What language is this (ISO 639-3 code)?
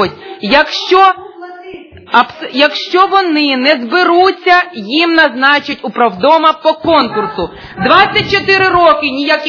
ukr